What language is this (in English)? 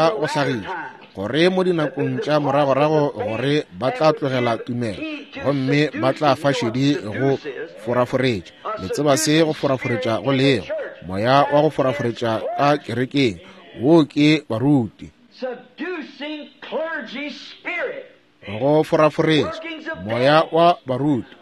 Northern Sotho